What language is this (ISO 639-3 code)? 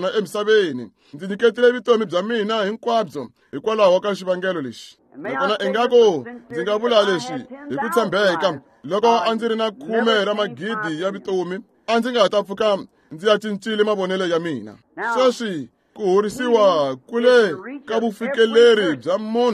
tso